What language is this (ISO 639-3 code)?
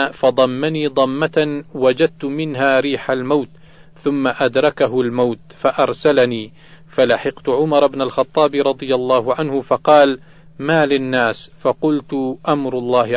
ara